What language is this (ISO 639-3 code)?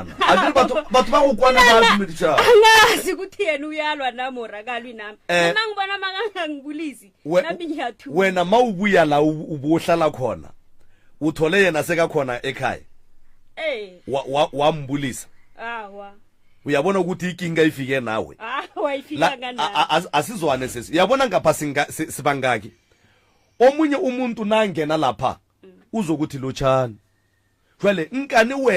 nso